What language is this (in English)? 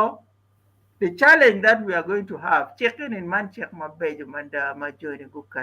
Acoli